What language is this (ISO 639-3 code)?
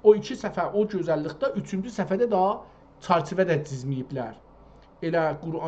azb